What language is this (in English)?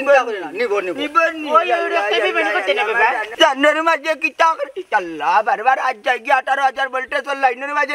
Sylheti